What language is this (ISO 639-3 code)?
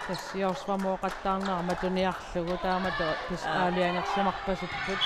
kal